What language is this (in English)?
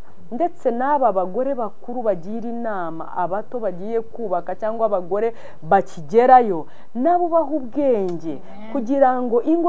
Kinyarwanda